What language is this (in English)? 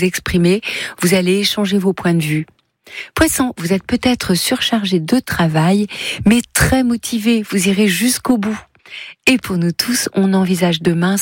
French